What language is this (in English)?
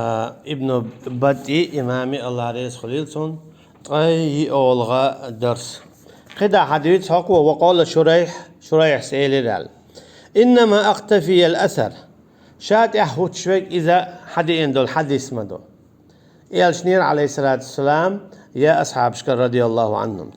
Chechen